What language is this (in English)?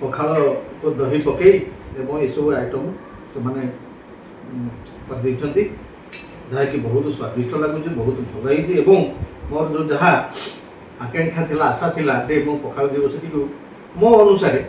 Odia